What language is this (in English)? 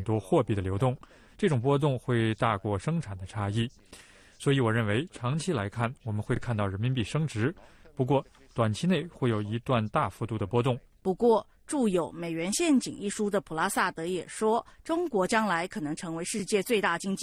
Chinese